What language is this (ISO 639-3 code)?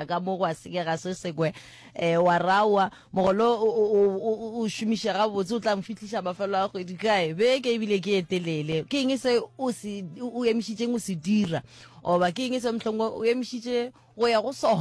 nso